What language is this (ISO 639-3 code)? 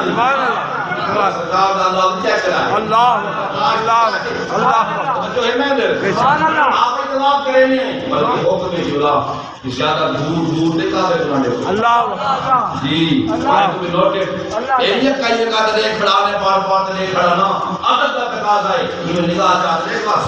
skr